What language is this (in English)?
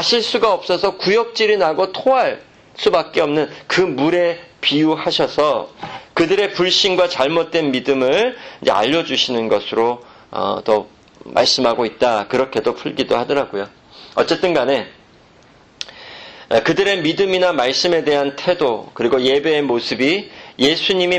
Korean